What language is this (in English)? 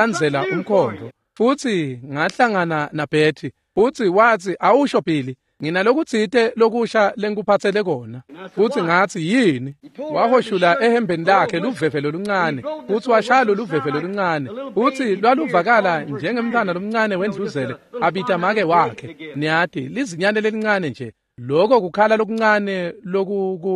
Swati